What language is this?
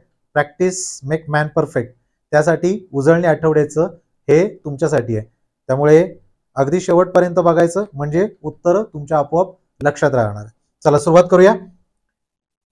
Marathi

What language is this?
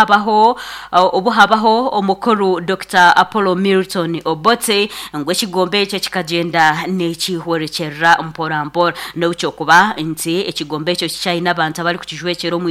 Nyankole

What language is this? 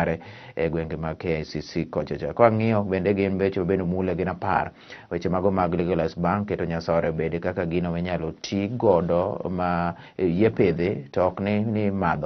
Luo (Kenya and Tanzania)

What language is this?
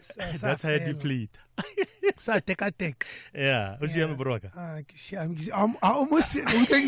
Tswana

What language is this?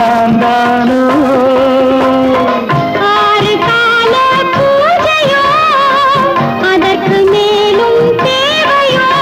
Tamil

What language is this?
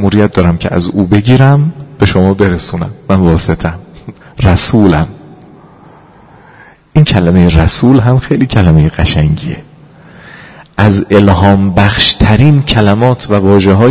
Persian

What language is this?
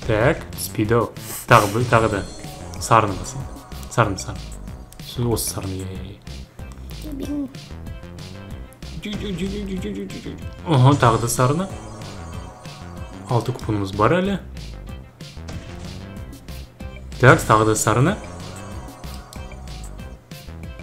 Kazakh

